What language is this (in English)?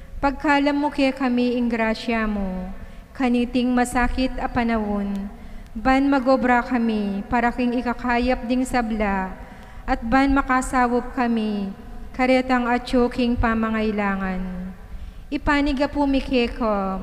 Pampanga